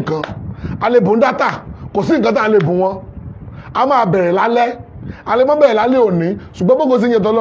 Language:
Yoruba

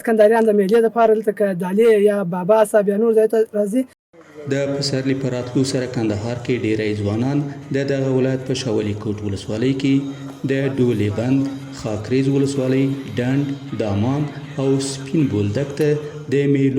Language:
Pashto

